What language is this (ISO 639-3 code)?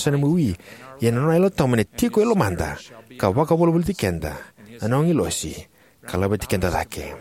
fij